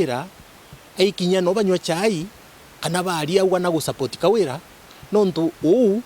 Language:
Meru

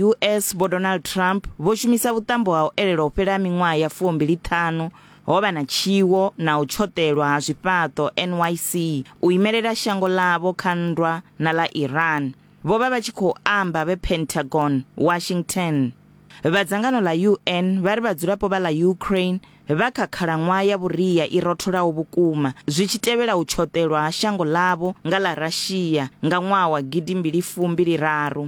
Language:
Venda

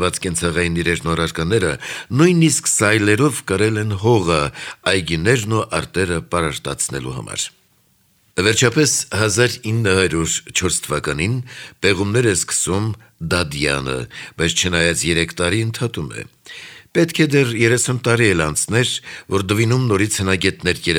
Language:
Armenian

